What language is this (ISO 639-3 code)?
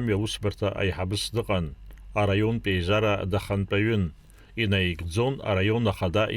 abk